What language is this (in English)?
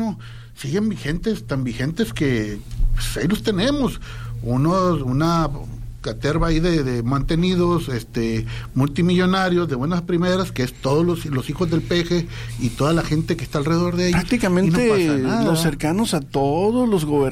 Spanish